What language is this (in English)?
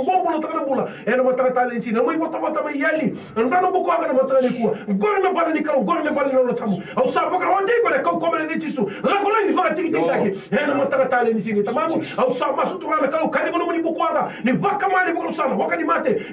Fijian